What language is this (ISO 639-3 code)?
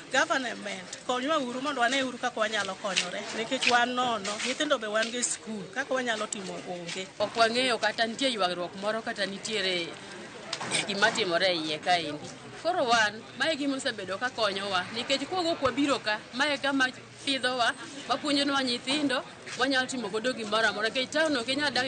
luo